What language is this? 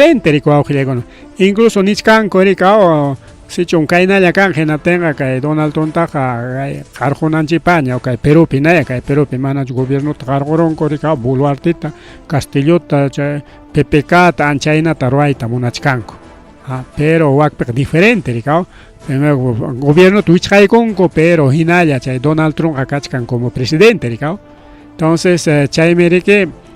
Ayacucho Quechua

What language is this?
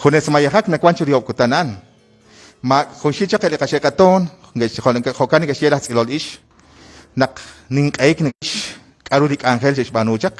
Kekchí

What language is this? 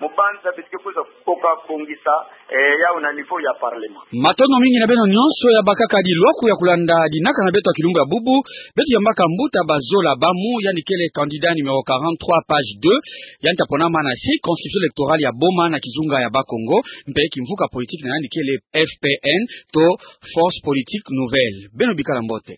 Kituba (Democratic Republic of Congo)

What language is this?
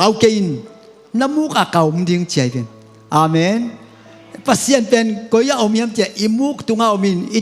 Tedim Chin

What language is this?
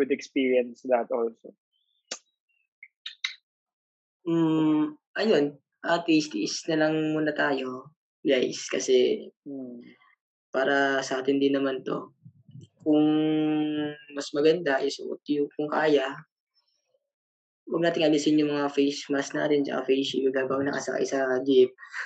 Filipino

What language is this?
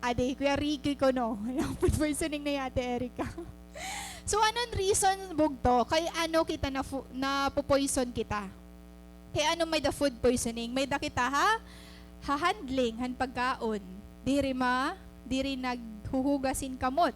Waray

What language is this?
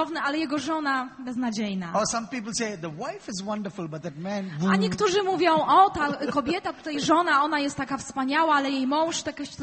Polish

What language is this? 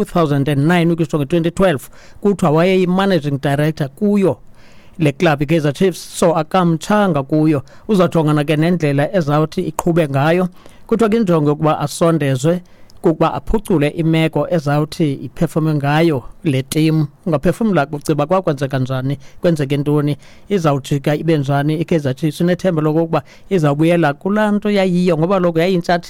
Xhosa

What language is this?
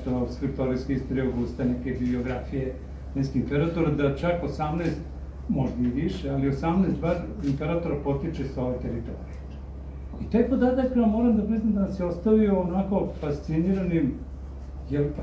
Serbian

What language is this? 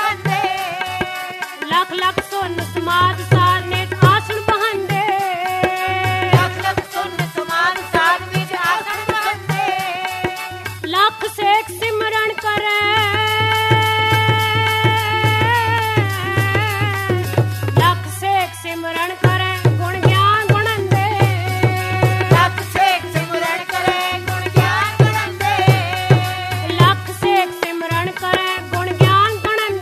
Punjabi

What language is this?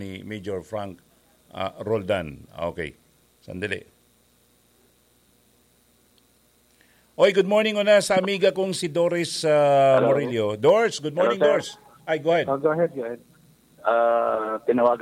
Filipino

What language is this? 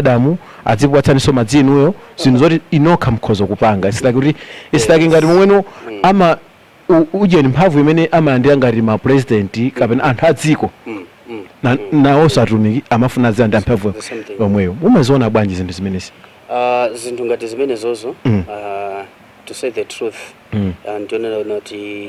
Nyanja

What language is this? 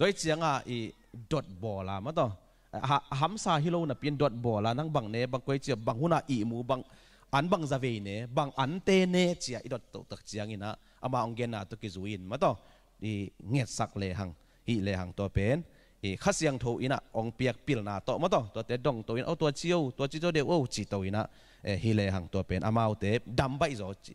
Tedim Chin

